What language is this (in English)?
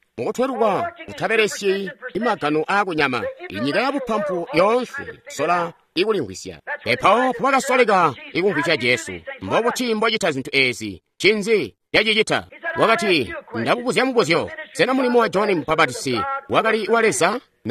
Tonga (Zambia)